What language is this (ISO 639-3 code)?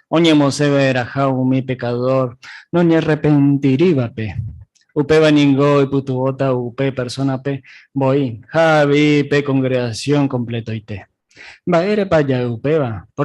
grn